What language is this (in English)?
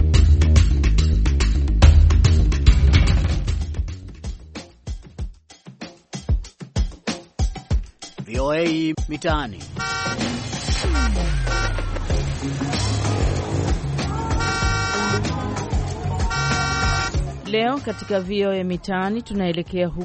Swahili